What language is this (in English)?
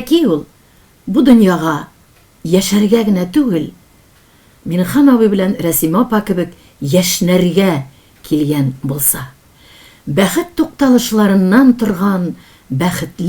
Tatar